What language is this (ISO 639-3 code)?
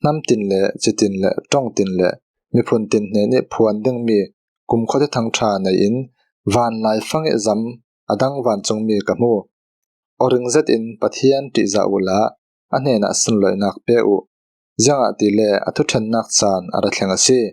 cfm